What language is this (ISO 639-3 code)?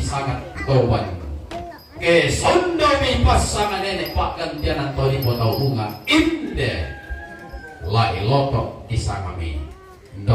sda